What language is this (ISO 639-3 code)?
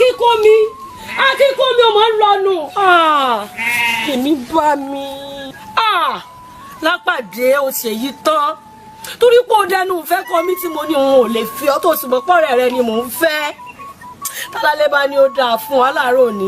yor